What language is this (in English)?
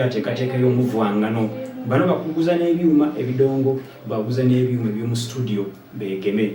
Soga